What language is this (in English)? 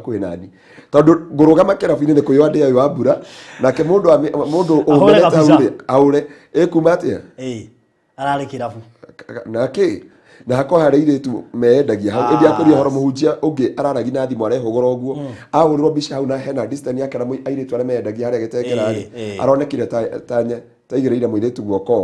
Kikuyu